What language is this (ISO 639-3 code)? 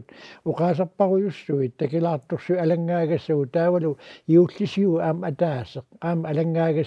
kal